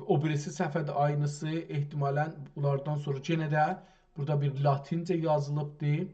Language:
South Azerbaijani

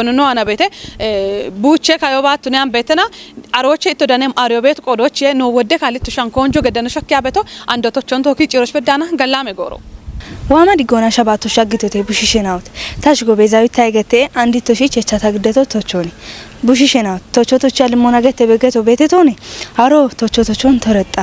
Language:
Kafa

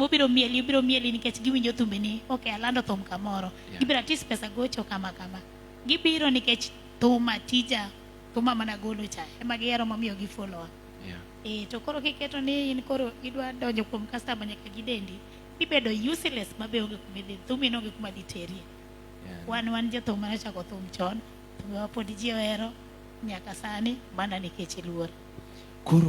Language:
Luo (Kenya and Tanzania)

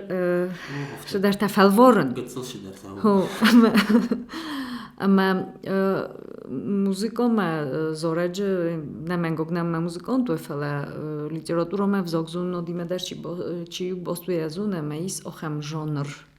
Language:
Ossetic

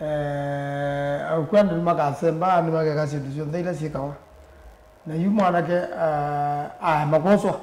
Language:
Kamba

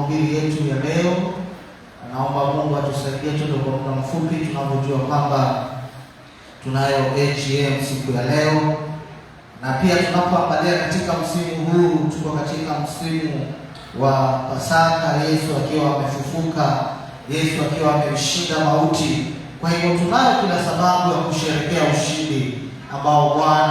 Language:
Swahili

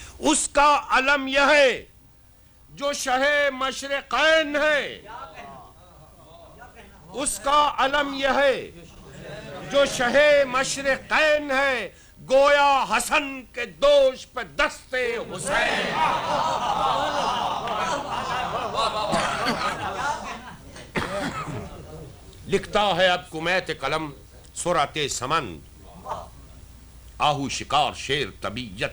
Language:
Urdu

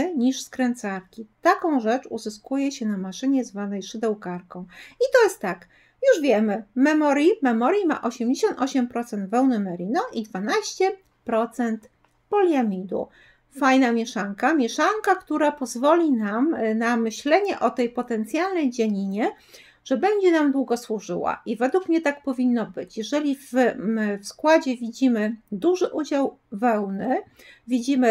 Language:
Polish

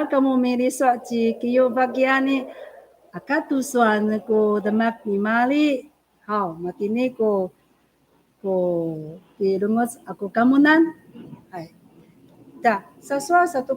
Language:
Amis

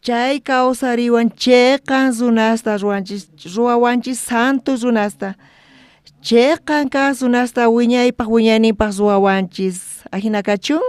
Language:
South Bolivian Quechua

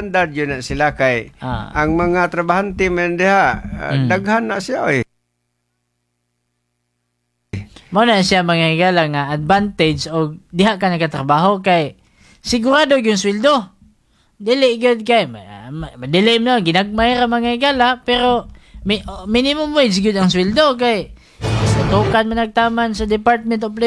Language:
Cebuano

